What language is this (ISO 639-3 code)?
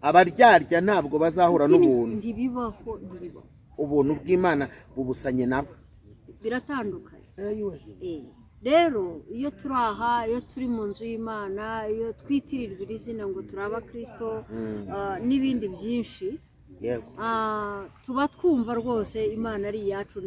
kin